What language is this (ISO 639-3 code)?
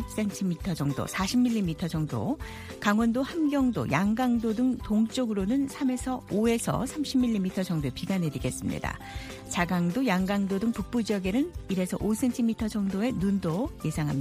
kor